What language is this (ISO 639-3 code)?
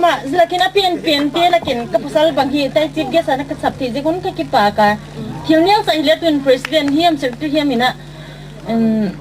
gnb